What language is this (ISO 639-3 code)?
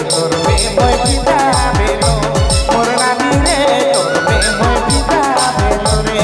sck